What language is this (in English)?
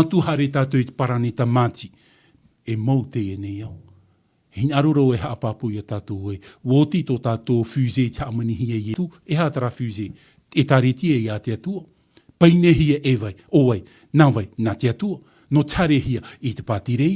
Tahitian